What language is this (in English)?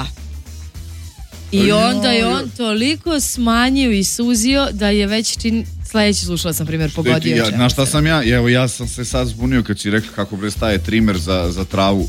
Serbian